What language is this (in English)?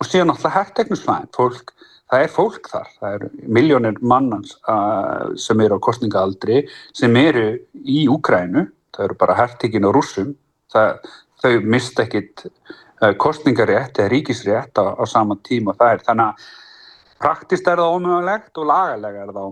Icelandic